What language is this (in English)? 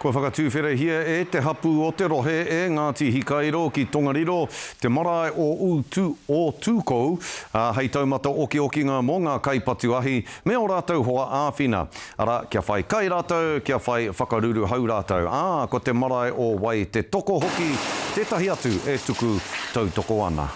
Māori